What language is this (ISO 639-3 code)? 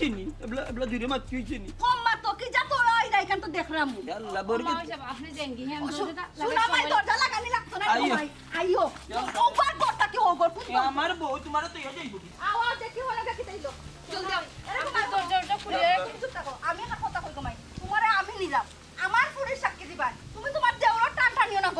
syl